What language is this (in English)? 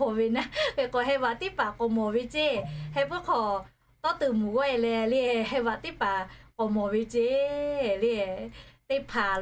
Lahu